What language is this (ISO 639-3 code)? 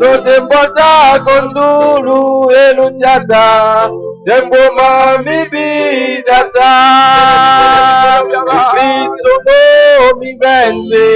pap